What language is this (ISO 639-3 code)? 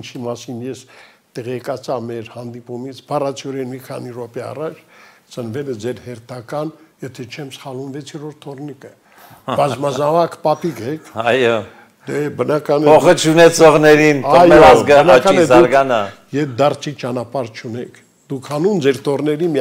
hye